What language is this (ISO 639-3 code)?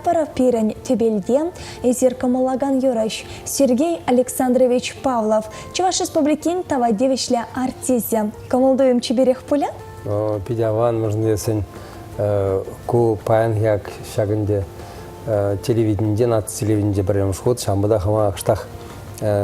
chv